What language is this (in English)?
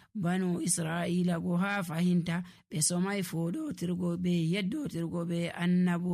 Nigerian Fulfulde